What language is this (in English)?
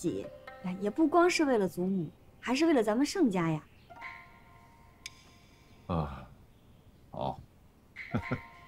Chinese